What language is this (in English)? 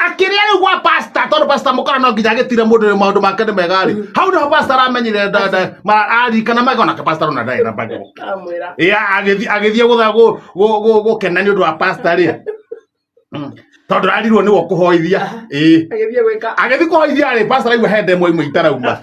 Kikuyu